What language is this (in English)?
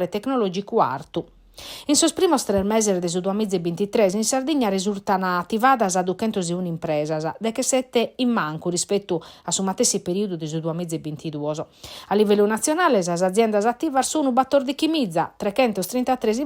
Sardinian